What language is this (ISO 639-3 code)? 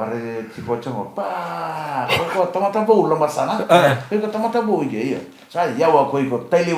fij